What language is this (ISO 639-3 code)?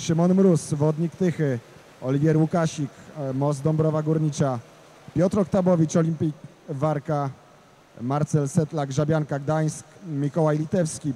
pol